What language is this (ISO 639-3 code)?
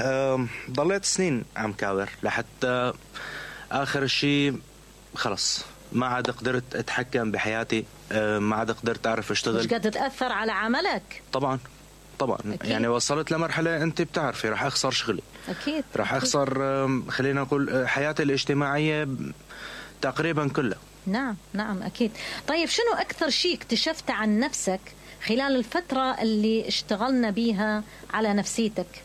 acm